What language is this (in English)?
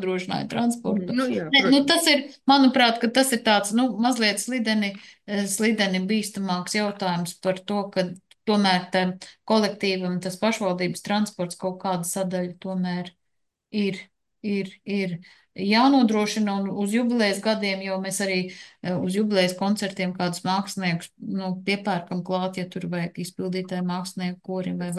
Latvian